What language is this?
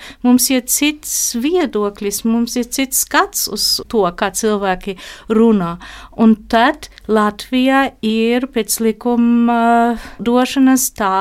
Latvian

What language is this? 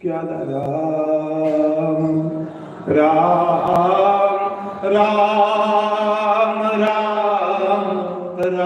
Dogri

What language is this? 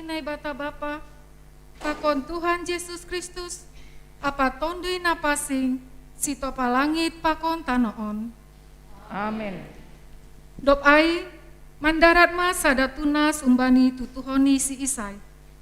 Batak Simalungun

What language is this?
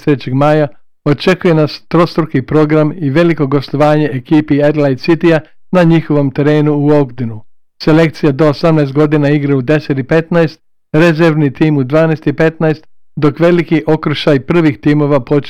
Croatian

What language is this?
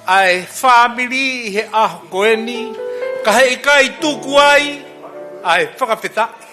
Tongan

